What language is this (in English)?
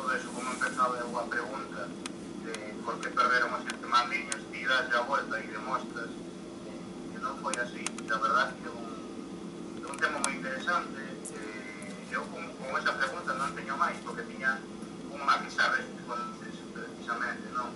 Galician